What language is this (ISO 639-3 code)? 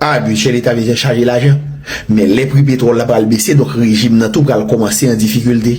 hat